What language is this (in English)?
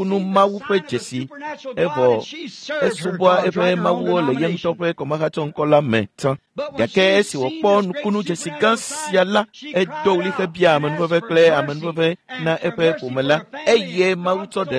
Ewe